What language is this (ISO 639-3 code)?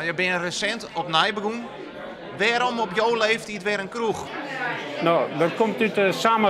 fry